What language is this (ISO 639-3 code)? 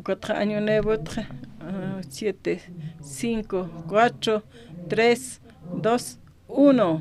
aym